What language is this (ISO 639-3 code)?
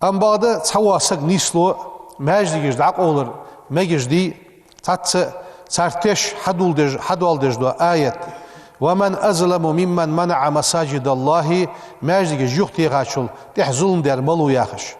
inh